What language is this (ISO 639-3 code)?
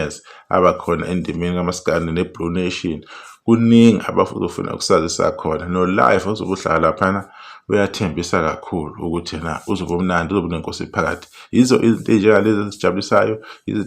zul